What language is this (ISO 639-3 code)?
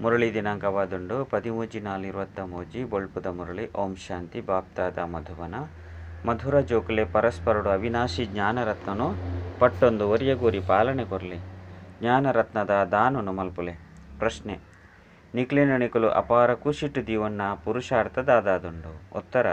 tcy